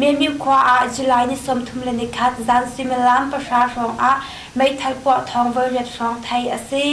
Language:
Hakha Chin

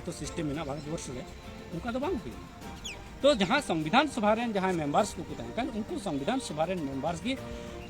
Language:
Santali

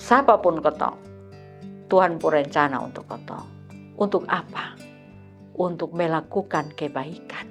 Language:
Kupang Malay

